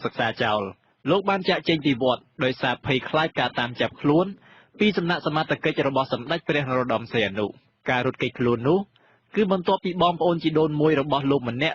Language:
Khmer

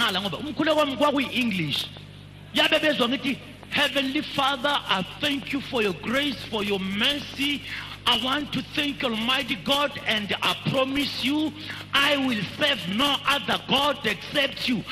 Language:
Zulu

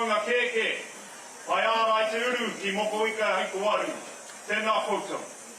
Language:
Māori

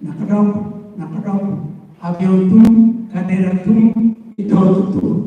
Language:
Tetum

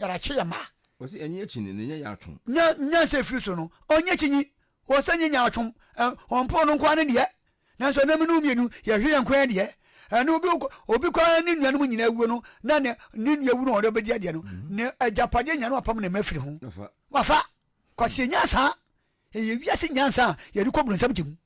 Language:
Akan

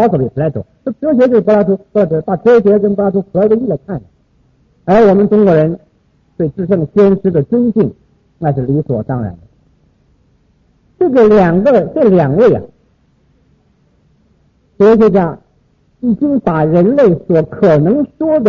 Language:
Chinese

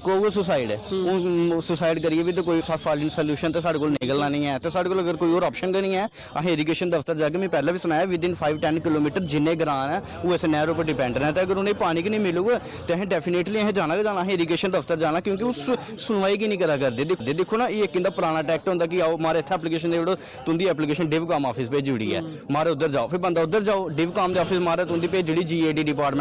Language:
Dogri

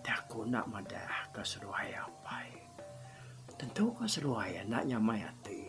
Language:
Iban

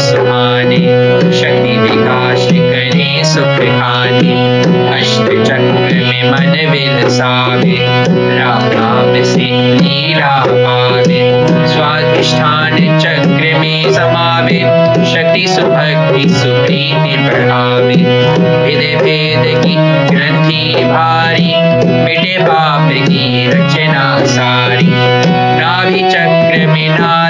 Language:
Hindi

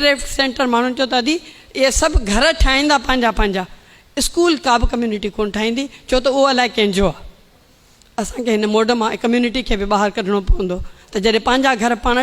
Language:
Sindhi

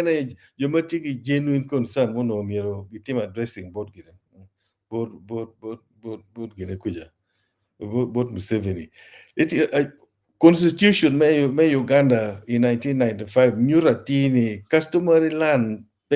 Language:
Acoli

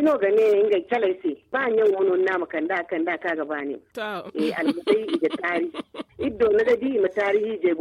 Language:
Zarma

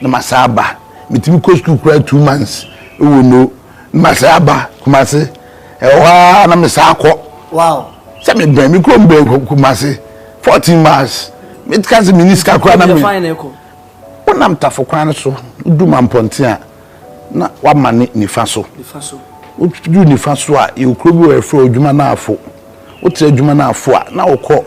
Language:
Akan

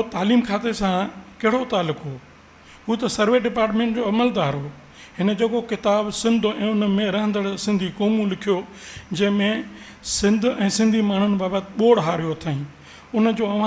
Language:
Sindhi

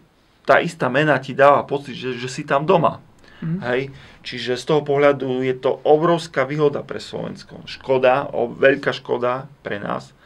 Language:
Slovak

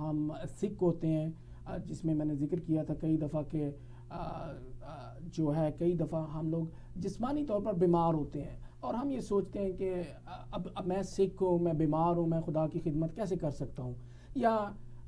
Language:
Urdu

